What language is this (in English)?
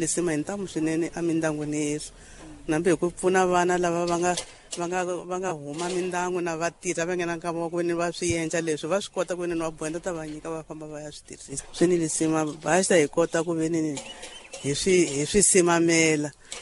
Tsonga